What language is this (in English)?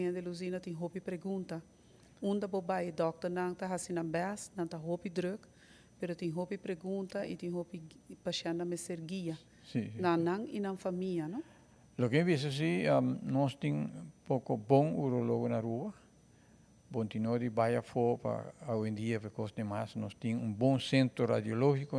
Papiamento